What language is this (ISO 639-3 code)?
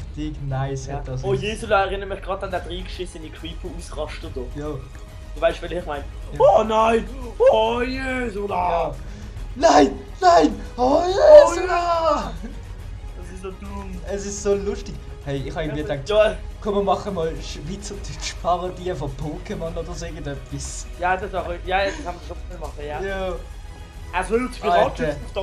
gsw